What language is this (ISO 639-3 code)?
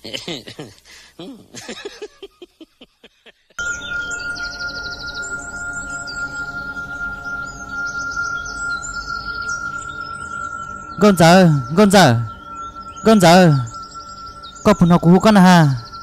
vie